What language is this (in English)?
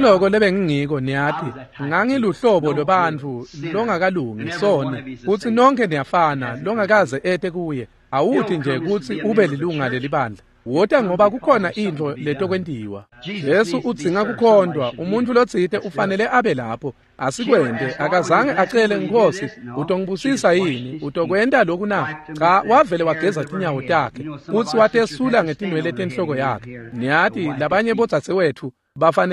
Swati